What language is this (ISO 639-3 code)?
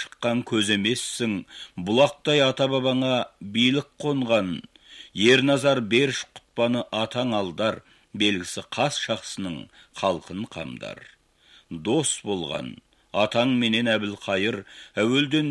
kaz